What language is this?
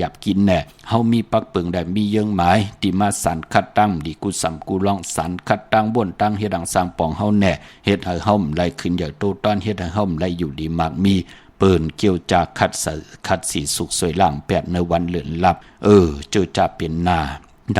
Shan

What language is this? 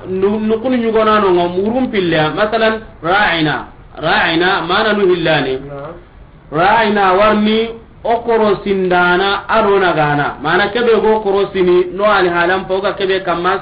Soninke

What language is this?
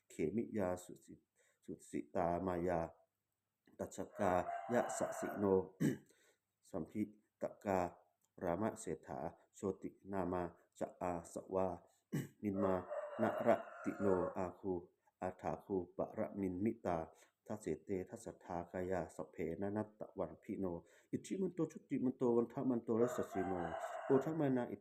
Pali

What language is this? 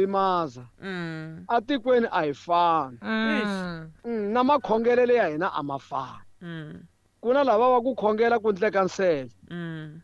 Tsonga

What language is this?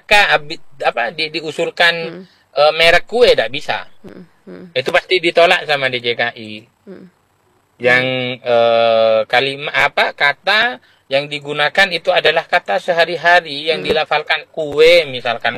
Indonesian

